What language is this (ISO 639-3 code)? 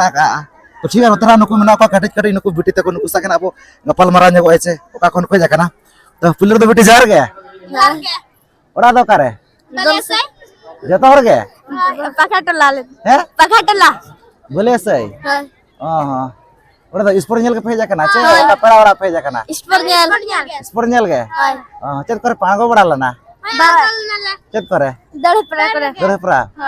sat